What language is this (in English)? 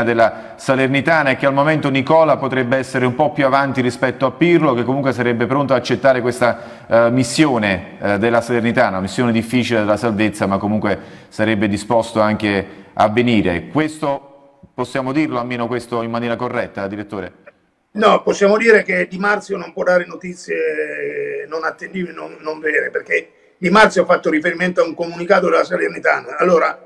Italian